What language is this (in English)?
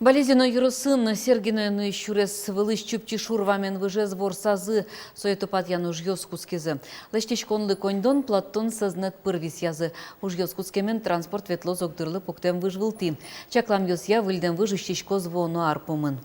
Udmurt